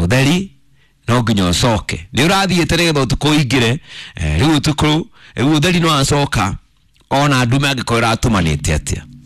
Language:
Kikuyu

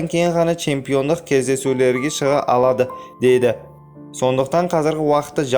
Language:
Kazakh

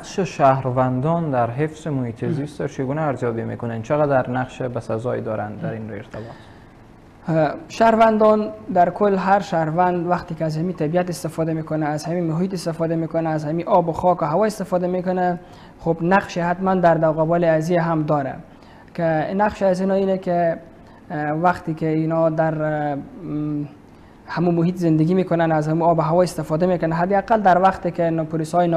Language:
Persian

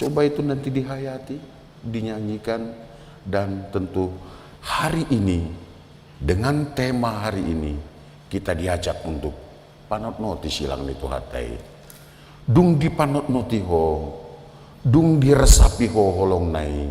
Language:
Batak Toba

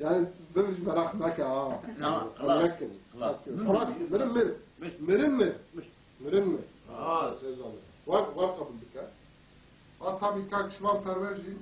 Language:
Kurdish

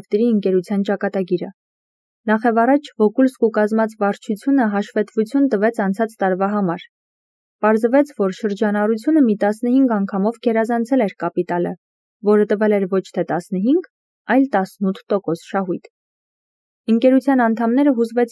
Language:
Armenian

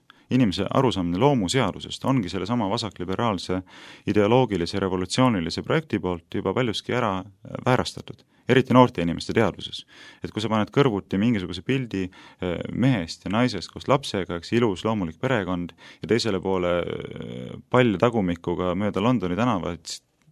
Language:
Estonian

